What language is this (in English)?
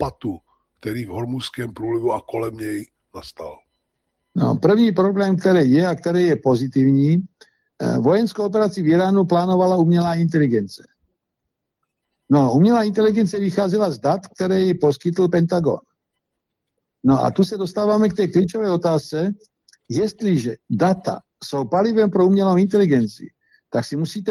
Czech